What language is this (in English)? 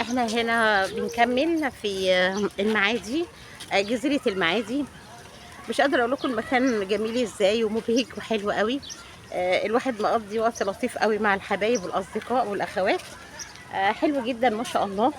Egyptian Arabic